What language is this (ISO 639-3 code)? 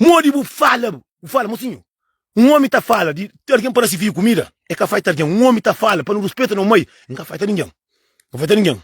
kea